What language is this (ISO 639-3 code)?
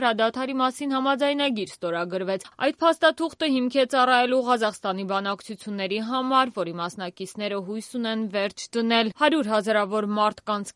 hye